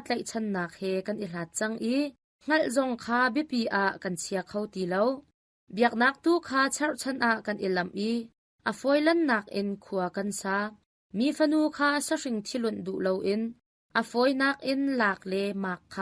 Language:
Hakha Chin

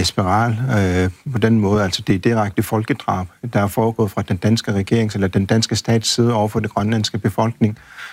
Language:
Danish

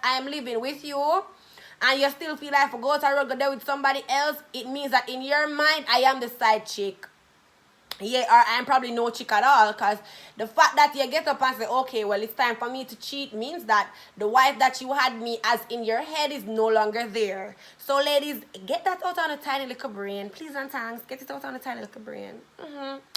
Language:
Jamaican Creole English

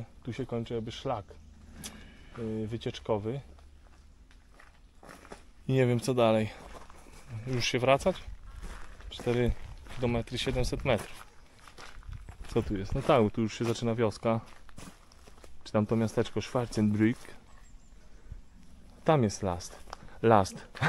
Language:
Polish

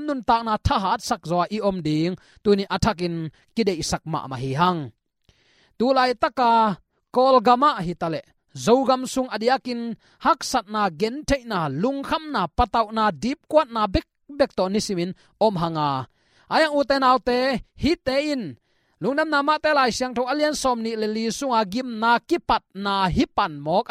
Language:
Tedim Chin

